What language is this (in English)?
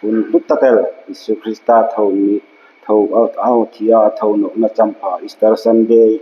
Hmar